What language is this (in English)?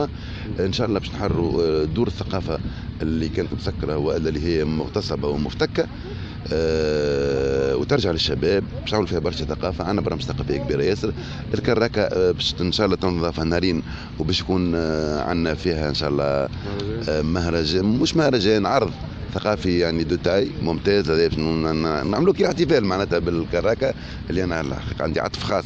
Tunisian Arabic